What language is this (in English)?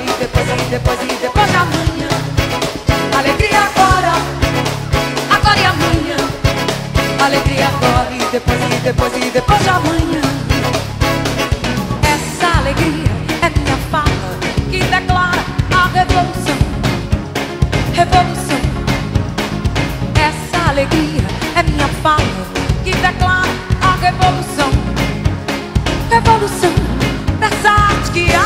Portuguese